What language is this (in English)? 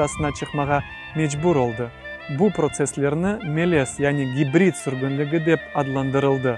Crimean Tatar